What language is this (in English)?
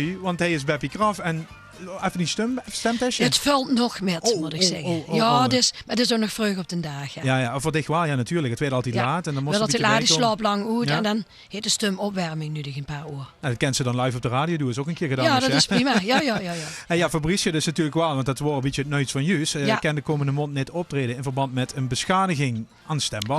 Limburgish